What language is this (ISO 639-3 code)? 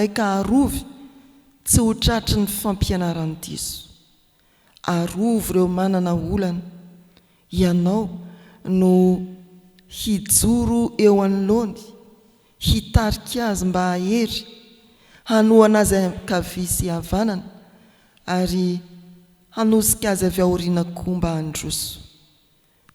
mlg